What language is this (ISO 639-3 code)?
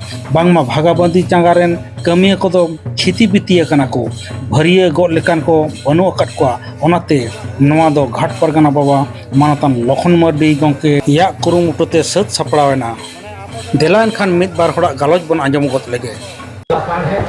sat